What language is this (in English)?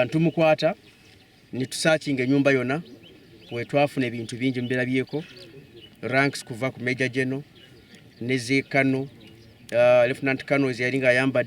Ganda